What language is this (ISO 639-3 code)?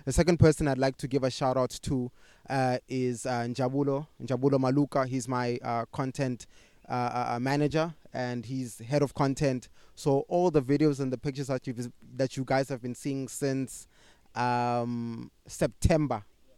eng